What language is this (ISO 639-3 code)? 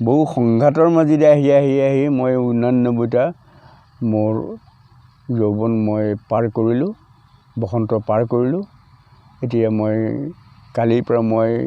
asm